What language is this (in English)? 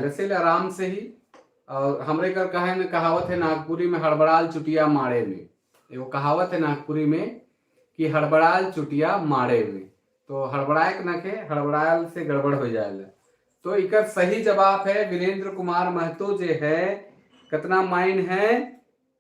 Sadri